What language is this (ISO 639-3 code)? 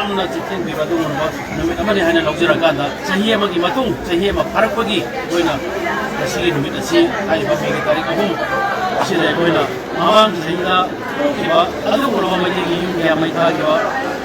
mni